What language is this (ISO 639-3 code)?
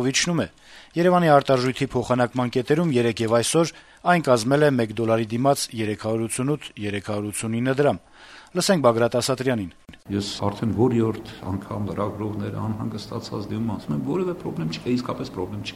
hye